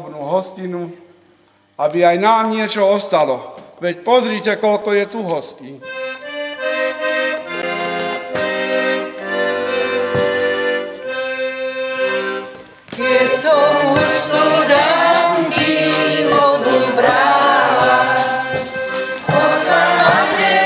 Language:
Slovak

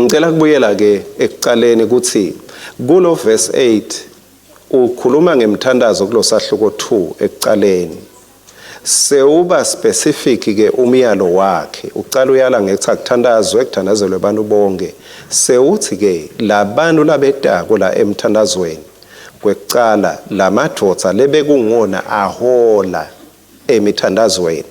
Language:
Swati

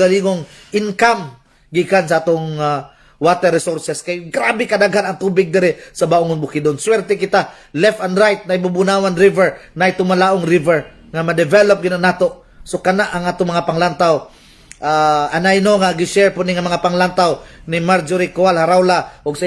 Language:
Cebuano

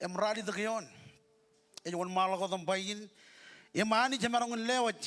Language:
Marshallese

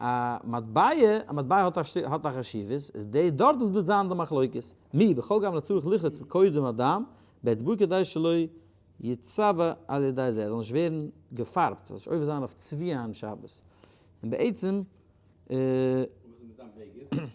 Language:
Yiddish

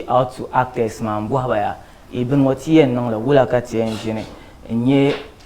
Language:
Dagbani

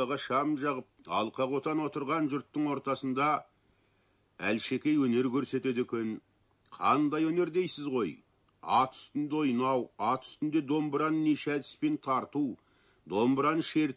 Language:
Kazakh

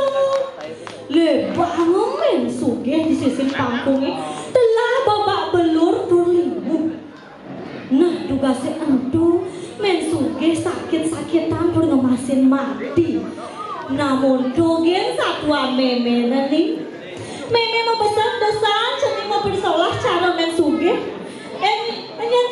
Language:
Balinese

